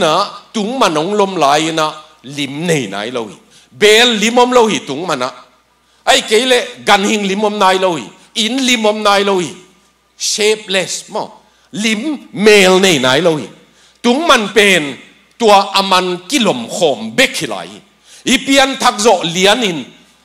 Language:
Tedim Chin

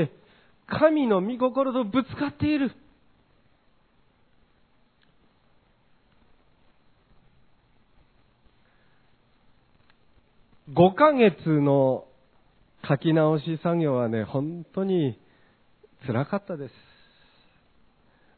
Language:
Japanese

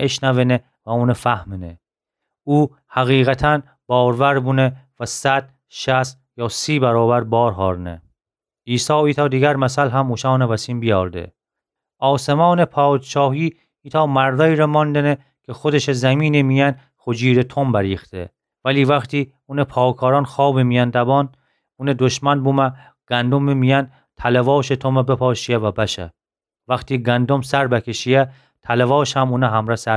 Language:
Gilaki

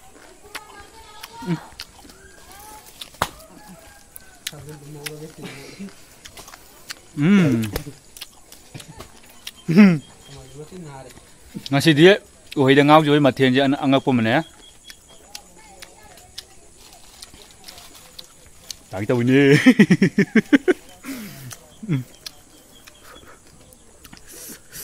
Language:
Malay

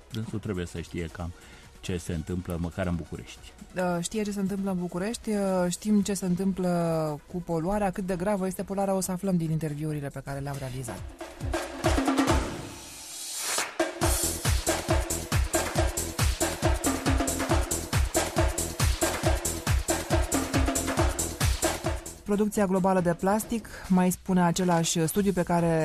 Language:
Romanian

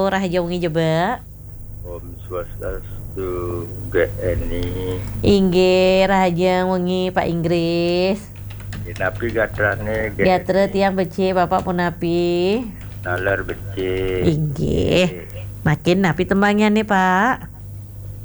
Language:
Balinese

